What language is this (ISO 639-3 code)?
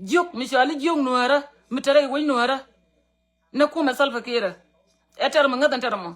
nus